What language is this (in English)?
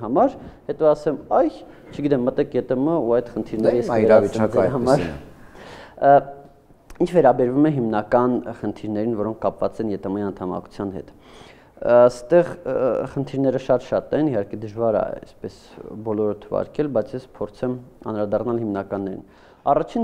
Armenian